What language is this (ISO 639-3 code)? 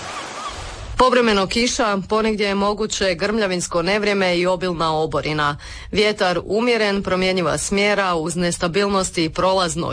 hrv